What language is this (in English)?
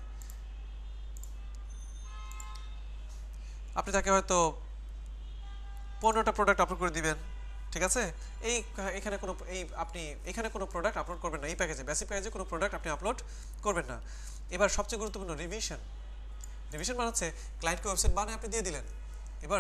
Bangla